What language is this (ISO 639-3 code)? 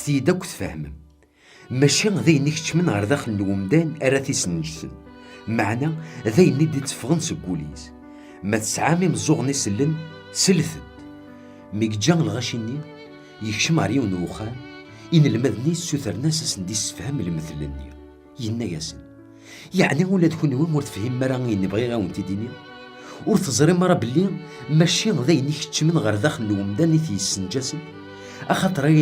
kab